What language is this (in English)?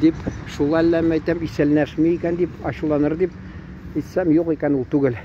Tatar